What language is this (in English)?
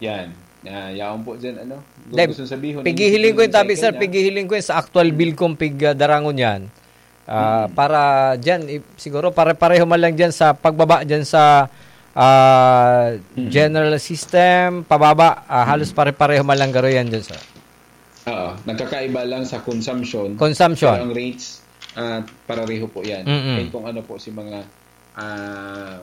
Bikol